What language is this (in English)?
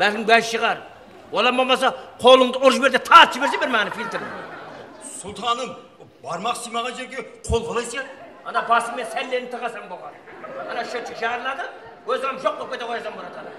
Kara-Kalpak